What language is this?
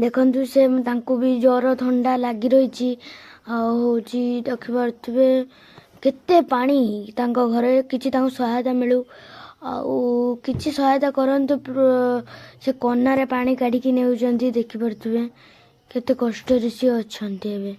Odia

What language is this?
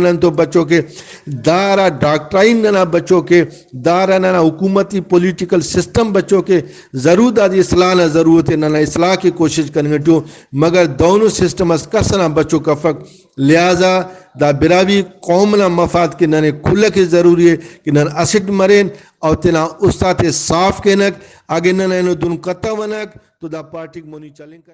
Brahui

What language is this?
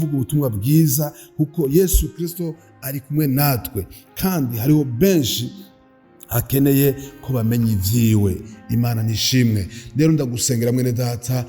Rundi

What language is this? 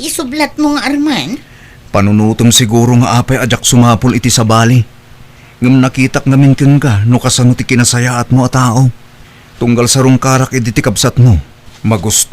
Iloko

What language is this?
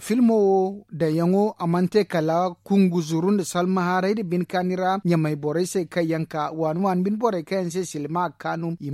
Zarma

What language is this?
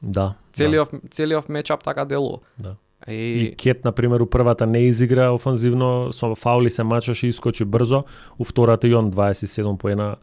Macedonian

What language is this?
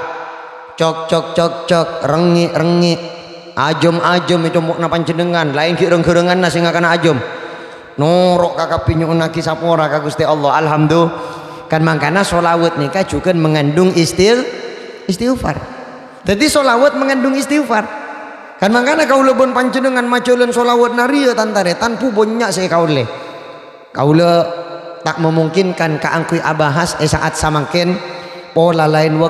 Madurese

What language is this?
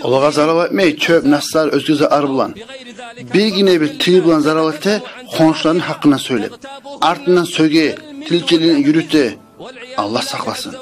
Kumyk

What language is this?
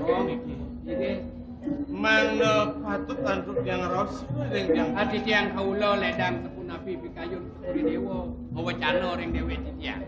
Balinese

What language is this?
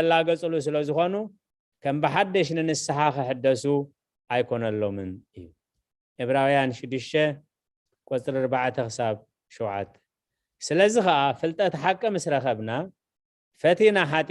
Tigrinya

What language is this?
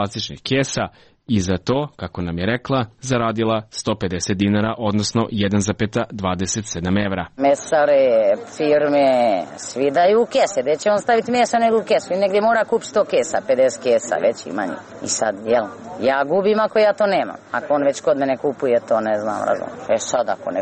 Serbian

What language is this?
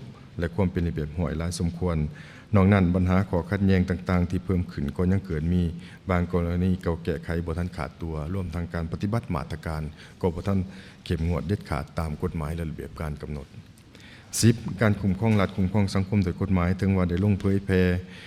Lao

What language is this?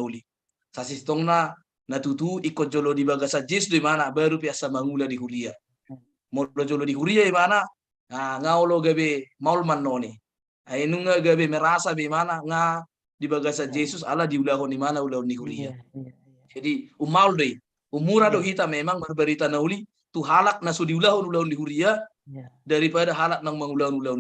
Batak Toba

